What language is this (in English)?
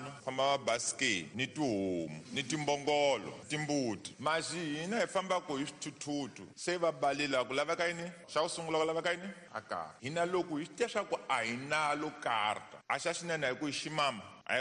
Tsonga